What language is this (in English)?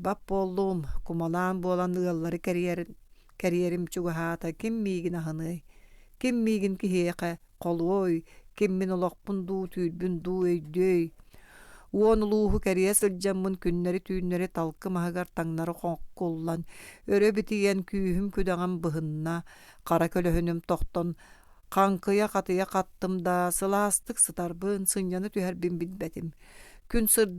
Yakut